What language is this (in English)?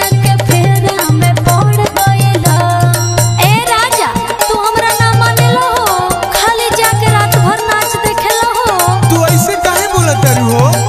Bhojpuri